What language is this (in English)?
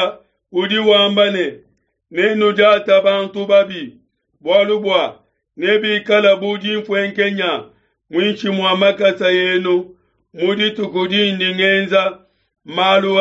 Luba-Lulua